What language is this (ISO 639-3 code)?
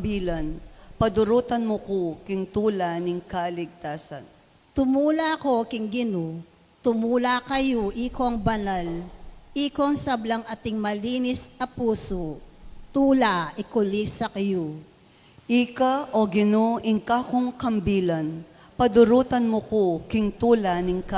pam